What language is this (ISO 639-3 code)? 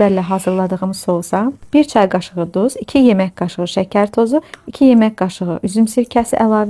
aze